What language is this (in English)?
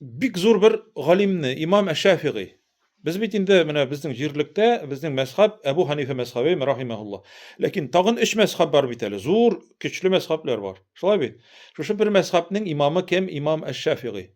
Tatar